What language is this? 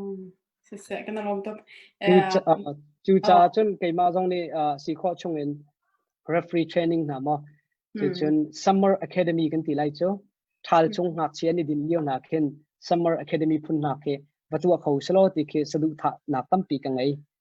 Hakha Chin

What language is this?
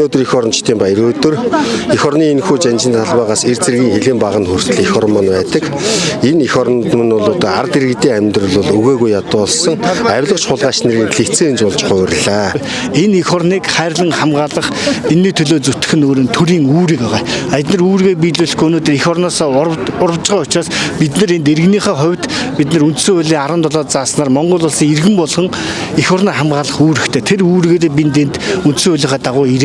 Mongolian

